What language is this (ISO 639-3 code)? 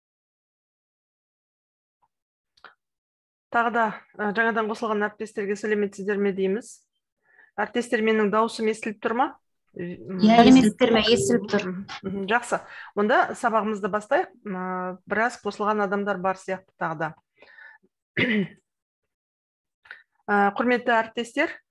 kaz